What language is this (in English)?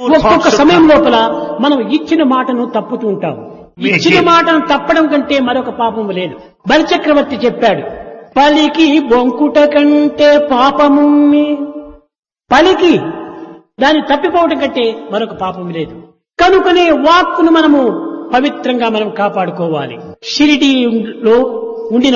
Telugu